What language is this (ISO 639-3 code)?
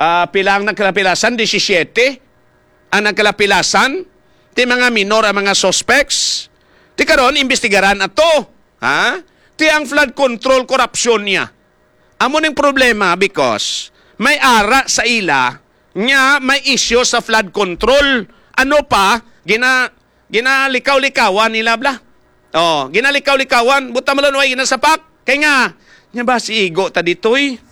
hil